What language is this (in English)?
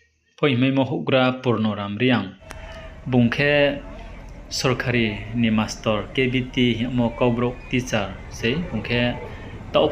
Riang (India)